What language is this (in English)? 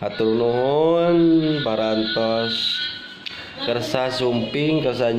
Sundanese